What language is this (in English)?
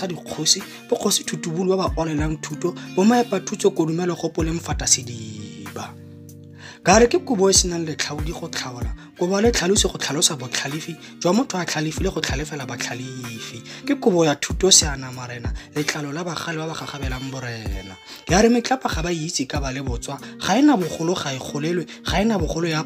Tswana